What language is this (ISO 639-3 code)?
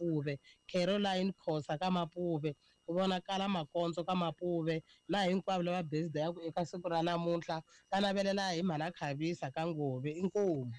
tso